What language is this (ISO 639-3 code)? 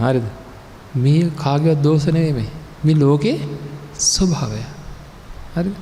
sin